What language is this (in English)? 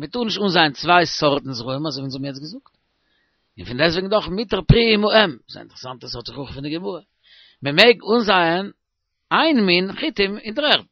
Yiddish